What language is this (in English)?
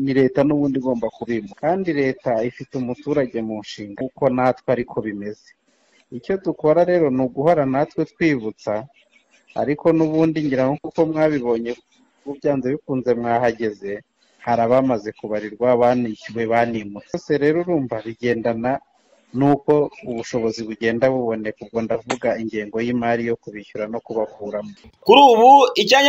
Kinyarwanda